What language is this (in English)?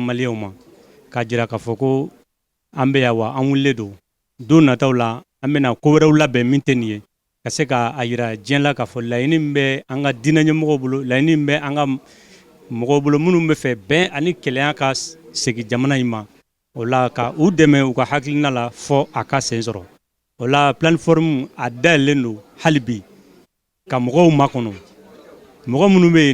Bambara